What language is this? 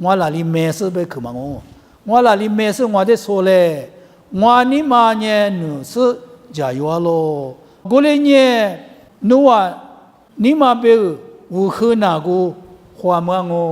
Lisu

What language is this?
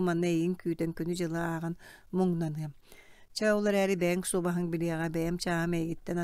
Yakut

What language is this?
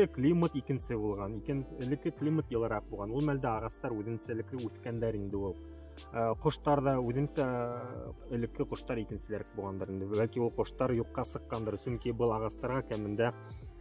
Bashkir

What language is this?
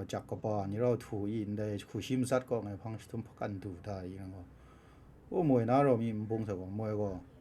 Kachin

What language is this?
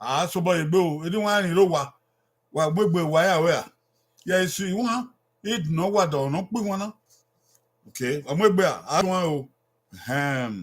Bini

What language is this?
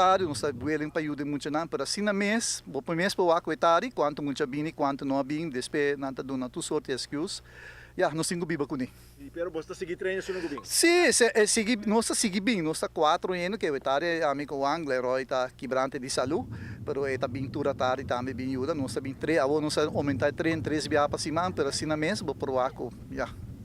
Papiamento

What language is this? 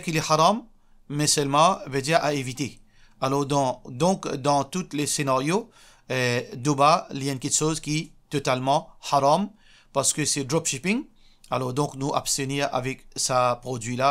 Morisyen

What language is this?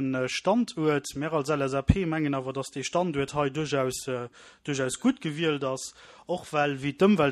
Luxembourgish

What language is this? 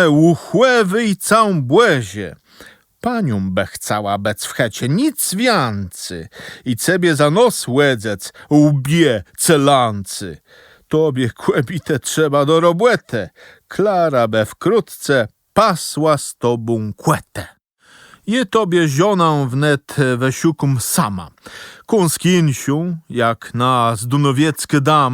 Kashubian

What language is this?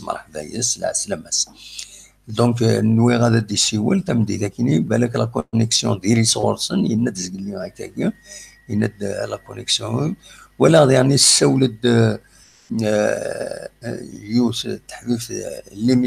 Kabyle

